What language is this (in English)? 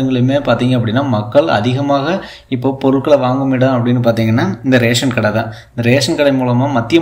Tamil